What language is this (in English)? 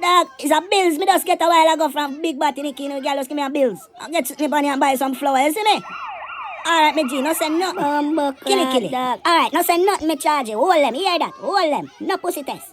Jamaican Creole English